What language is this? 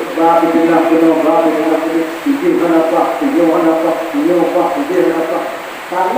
Achinese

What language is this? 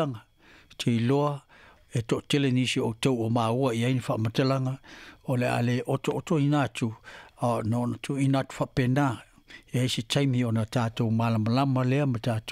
Samoan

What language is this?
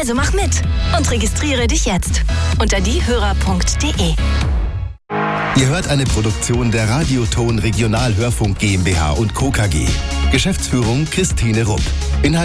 German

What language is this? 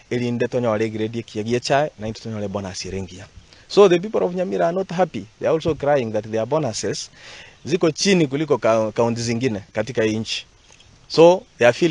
Gusii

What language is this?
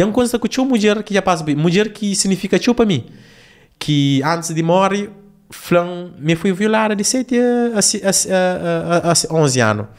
Kabuverdianu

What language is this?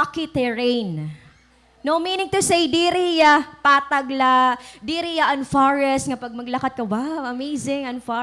Waray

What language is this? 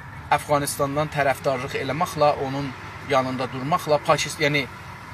South Azerbaijani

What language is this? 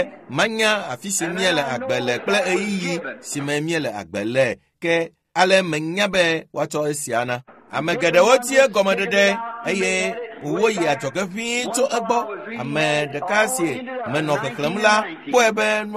Ewe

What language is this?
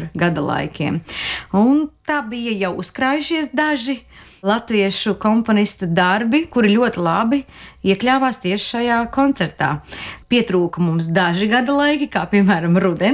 Latvian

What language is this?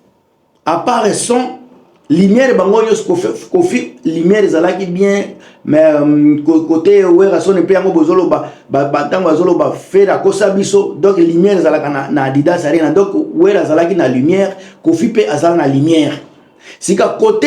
Lingala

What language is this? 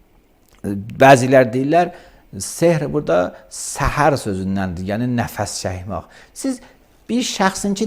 Azerbaijani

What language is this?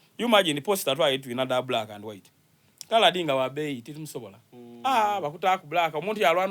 Soga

